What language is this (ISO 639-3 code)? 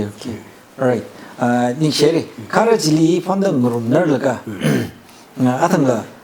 nmf